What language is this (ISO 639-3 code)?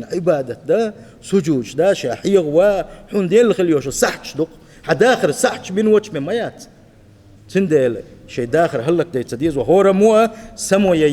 che